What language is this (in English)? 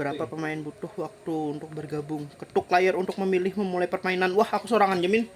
Banjar